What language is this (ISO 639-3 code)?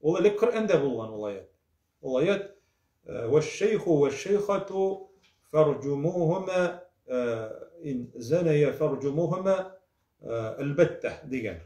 tat